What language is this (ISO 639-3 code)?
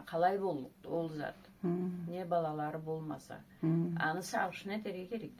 krc